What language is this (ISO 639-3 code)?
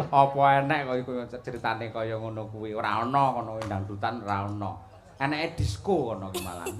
jav